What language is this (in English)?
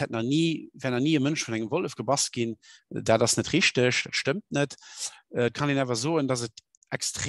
Luxembourgish